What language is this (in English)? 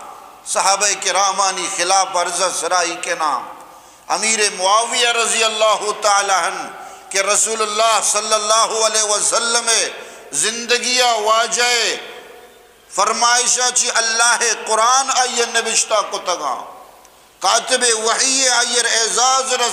Eastern Balochi